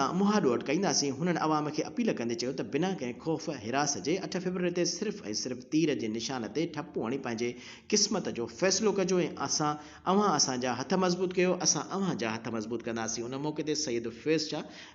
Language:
Sindhi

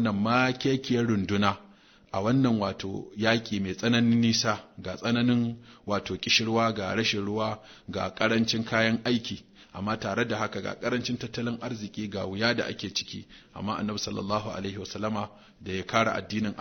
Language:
Hausa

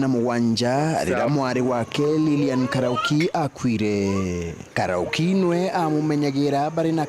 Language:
Meru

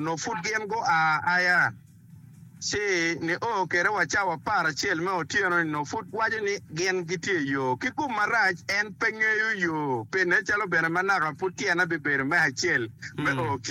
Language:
Acoli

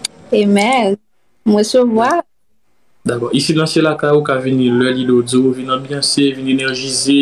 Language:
Haitian Creole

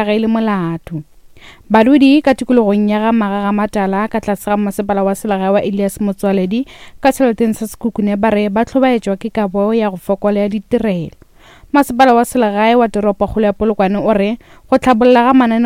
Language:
Northern Sotho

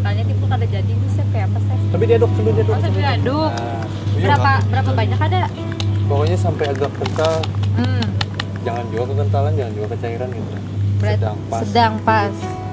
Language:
Banjar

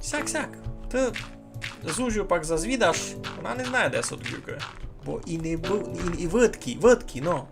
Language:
Rusyn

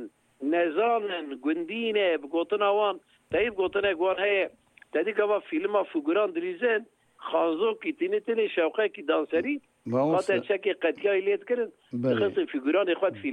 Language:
Kurdish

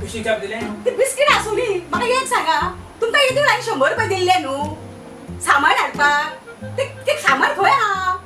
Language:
Konkani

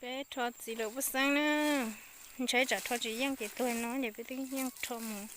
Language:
Hmong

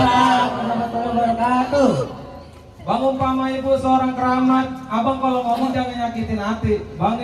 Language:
Betawi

